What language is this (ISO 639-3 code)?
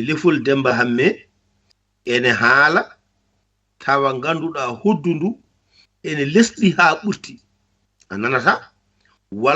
ful